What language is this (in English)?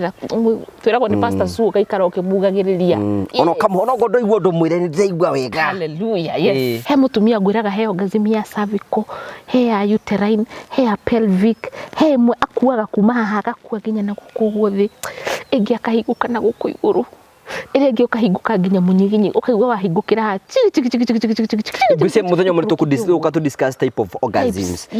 Kikuyu